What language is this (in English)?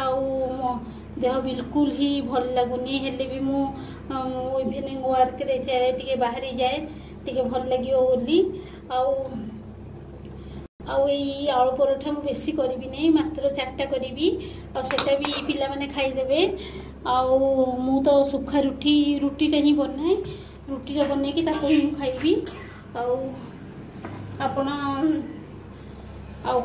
Odia